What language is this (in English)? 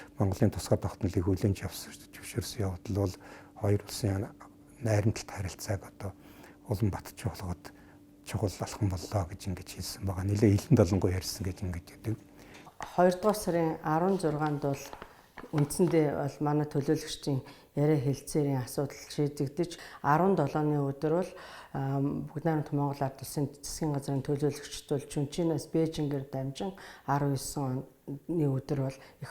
Mongolian